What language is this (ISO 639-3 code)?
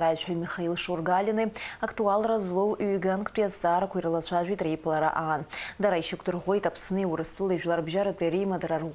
abk